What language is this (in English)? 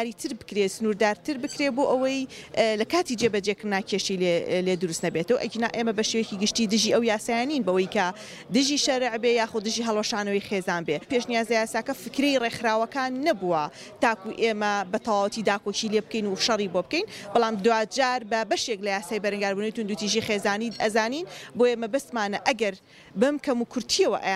Central Kurdish